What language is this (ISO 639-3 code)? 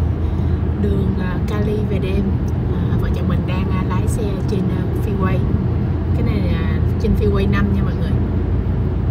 vie